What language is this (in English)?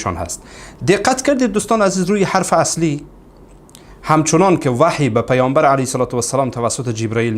Persian